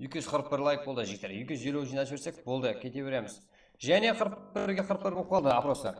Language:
Kara-Kalpak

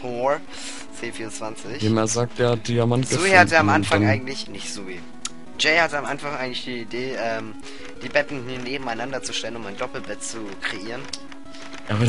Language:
German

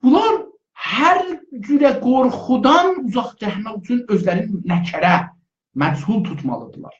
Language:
South Azerbaijani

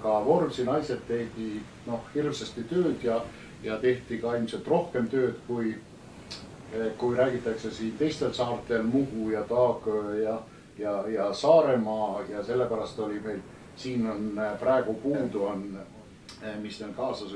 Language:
Estonian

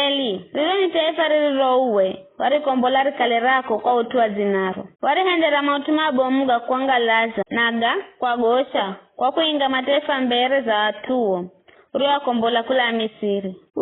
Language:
Giryama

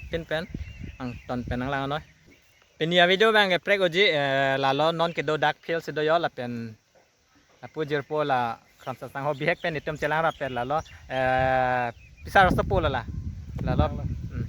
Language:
Karbi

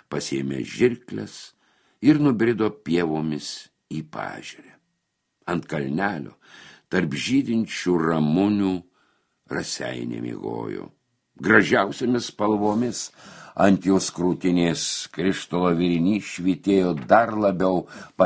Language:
Lithuanian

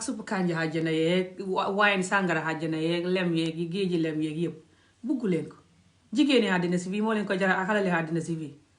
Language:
Wolof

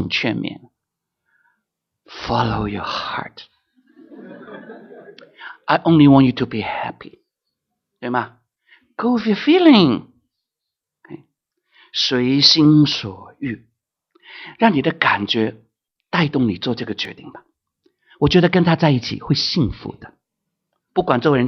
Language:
Chinese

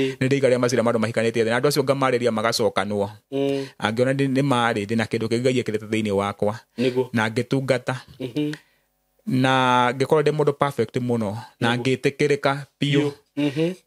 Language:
Kikuyu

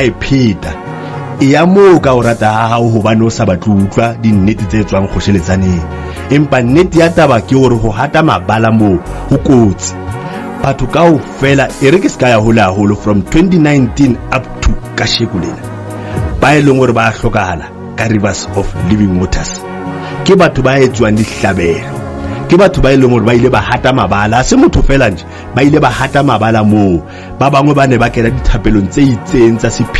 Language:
Southern Sotho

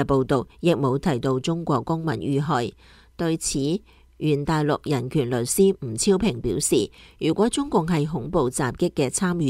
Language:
Cantonese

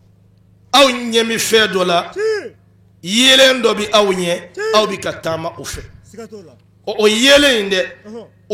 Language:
Bambara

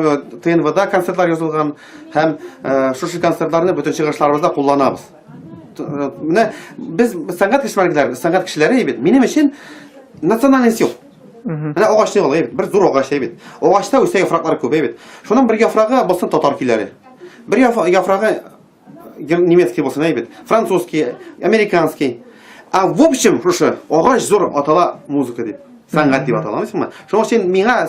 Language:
Tatar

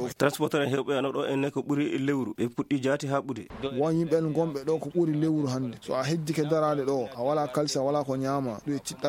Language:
Fula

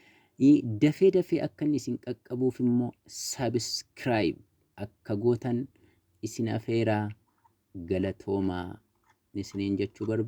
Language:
Oromo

